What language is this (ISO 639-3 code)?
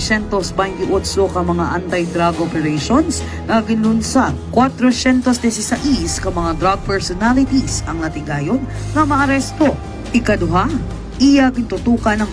hil